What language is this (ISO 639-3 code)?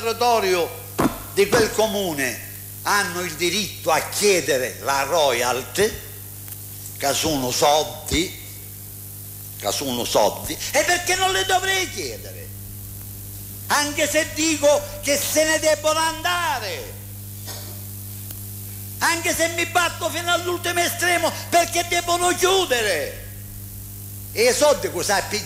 ita